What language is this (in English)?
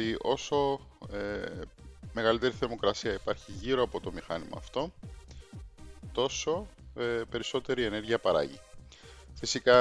Greek